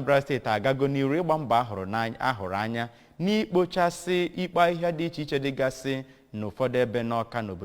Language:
Igbo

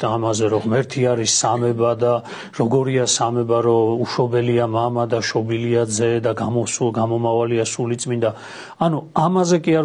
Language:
Georgian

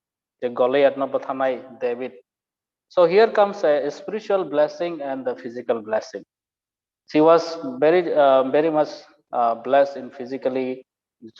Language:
Kok Borok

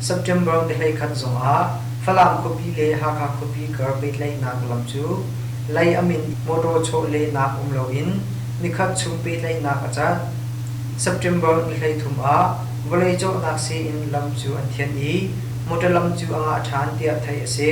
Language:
Hakha Chin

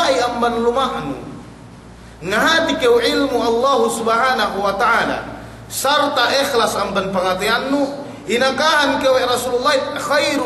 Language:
Yakan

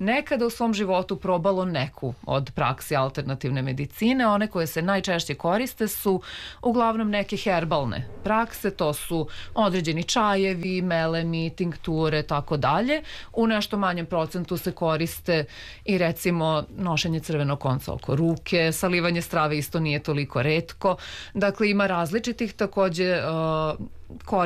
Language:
Serbian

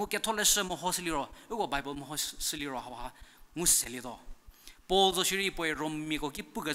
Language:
Angami Naga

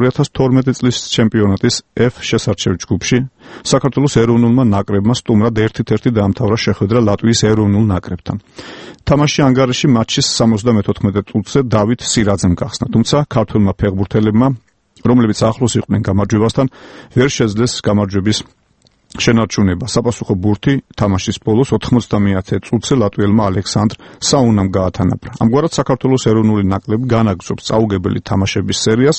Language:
Georgian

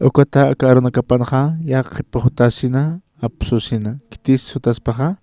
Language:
Aymara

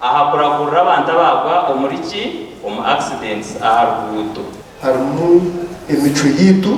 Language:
Nyankole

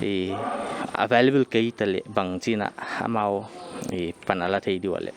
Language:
Paite Chin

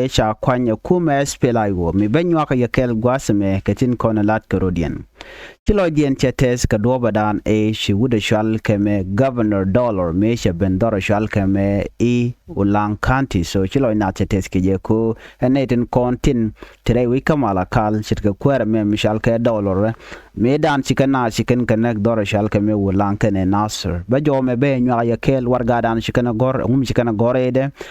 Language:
Nuer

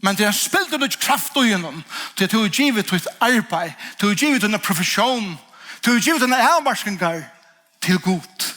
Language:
Faroese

